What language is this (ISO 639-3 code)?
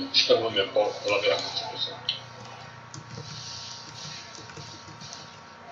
slk